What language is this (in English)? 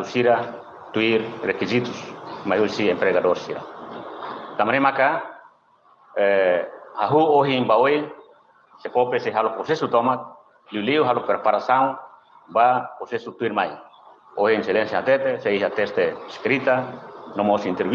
Tetum